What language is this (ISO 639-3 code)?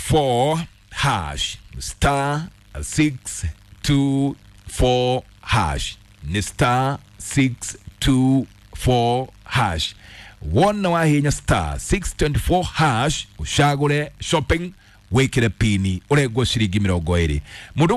kik